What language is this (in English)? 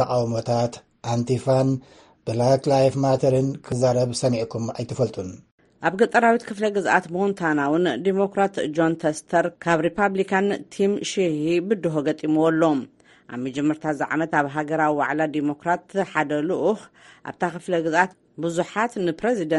Tigrinya